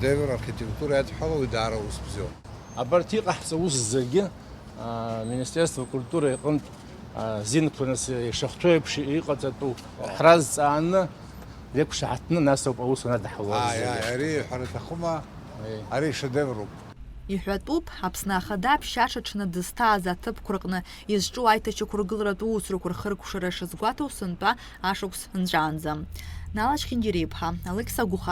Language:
Abkhazian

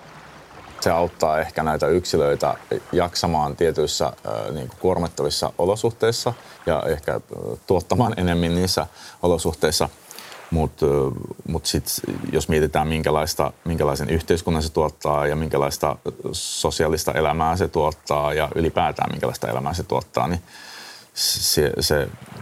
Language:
Finnish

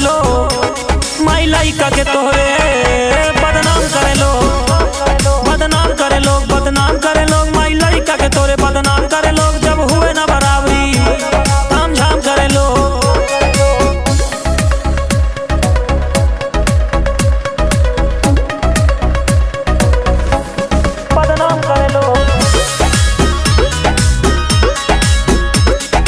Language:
Bhojpuri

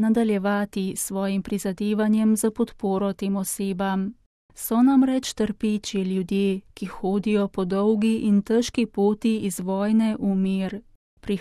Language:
Slovenian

